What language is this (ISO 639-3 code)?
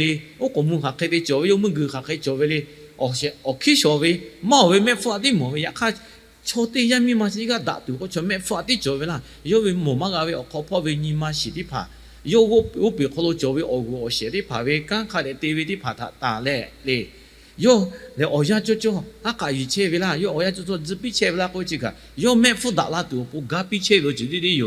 lhu